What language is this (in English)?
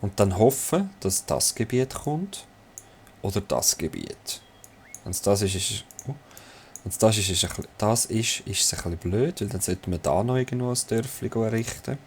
Swiss German